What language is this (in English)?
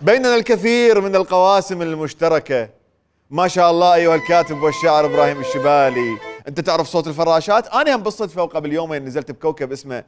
Mesopotamian Arabic